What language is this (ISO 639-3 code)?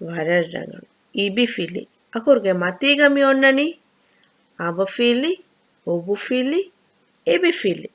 div